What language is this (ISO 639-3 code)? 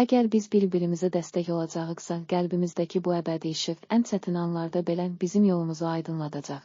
aze